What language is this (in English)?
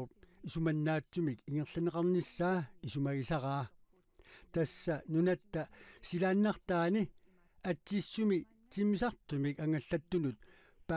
Kalaallisut